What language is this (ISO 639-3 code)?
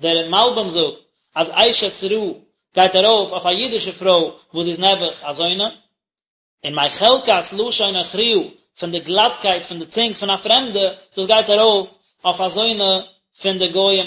yid